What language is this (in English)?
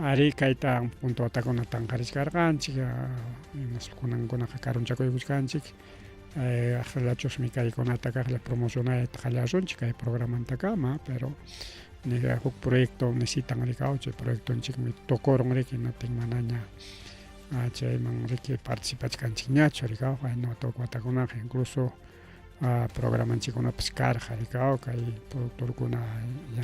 Ayacucho Quechua